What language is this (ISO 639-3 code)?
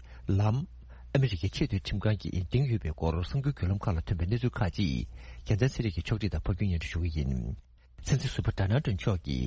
bod